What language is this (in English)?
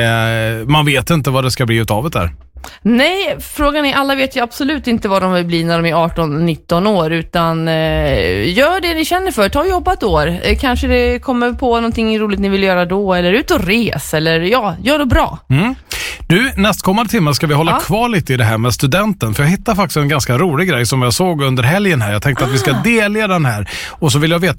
Swedish